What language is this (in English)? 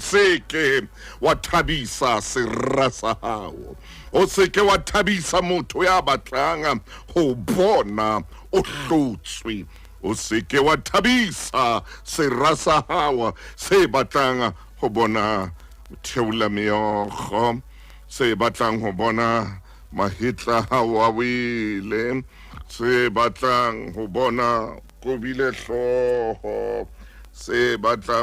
Southern Sotho